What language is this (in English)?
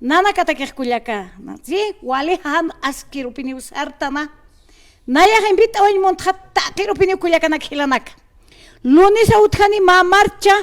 Aymara